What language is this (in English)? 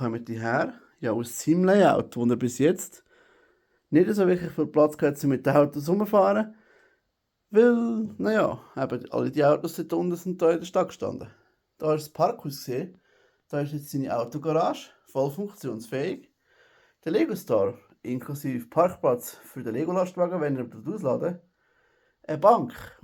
Swiss German